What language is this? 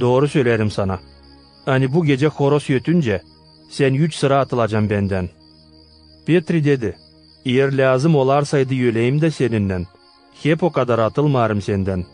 Gagauz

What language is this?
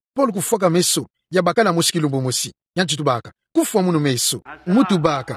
Kituba (Democratic Republic of Congo)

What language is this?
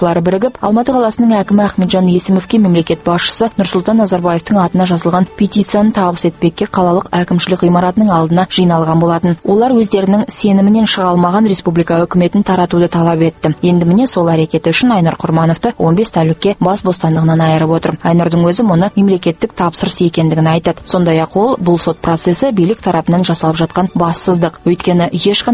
Kazakh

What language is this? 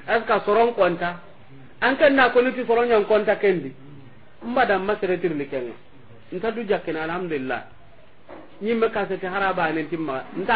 Soninke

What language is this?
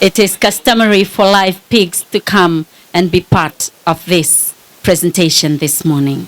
Fijian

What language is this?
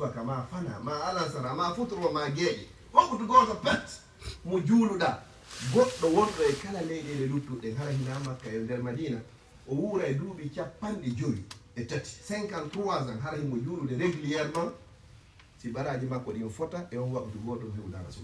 Fula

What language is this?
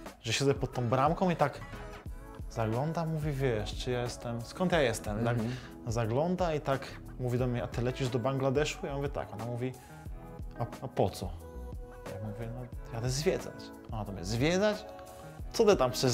Polish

